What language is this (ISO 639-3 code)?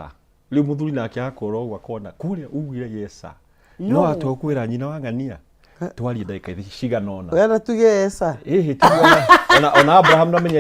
kik